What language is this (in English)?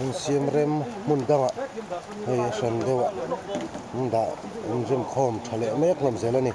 Mizo